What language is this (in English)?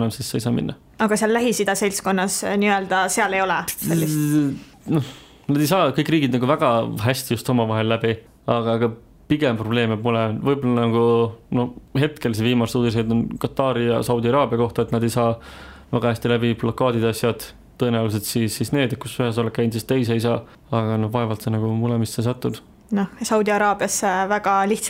Estonian